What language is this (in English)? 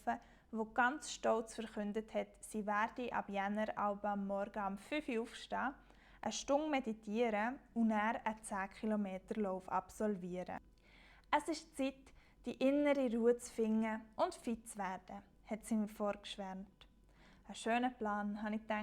Swiss German